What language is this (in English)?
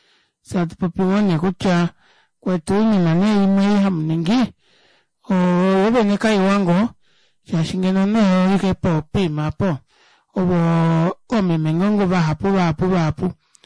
Kuanyama